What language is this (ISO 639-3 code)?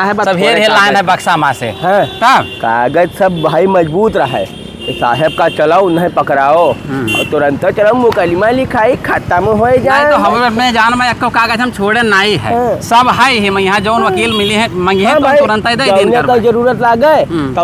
awa